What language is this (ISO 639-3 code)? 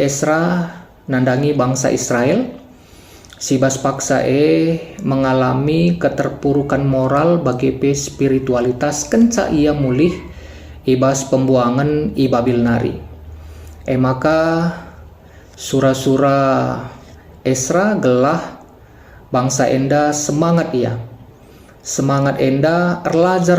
btx